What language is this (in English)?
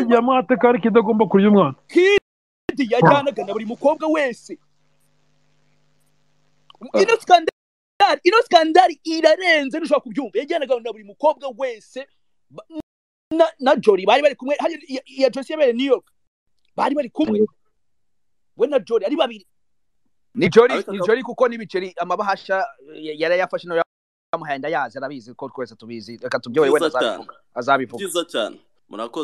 Kinyarwanda